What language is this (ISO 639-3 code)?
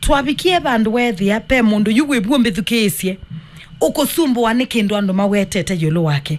kam